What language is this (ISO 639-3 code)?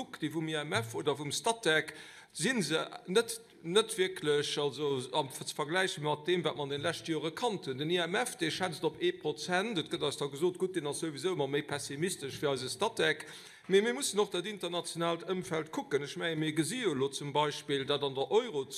ltz